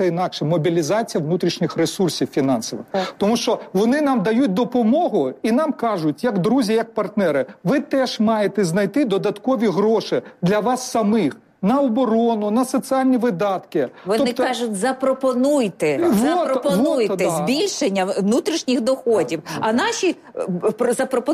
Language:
Ukrainian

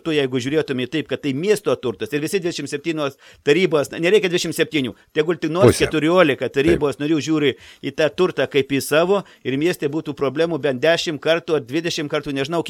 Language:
Lithuanian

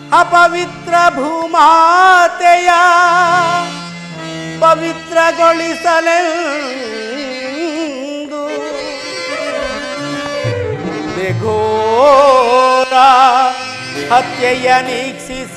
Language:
Kannada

